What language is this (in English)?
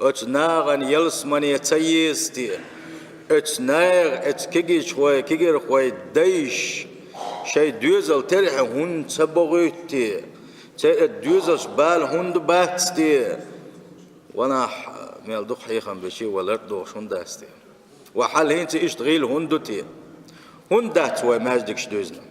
Chechen